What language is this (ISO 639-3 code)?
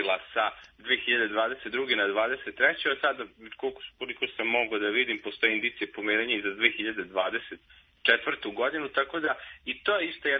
srp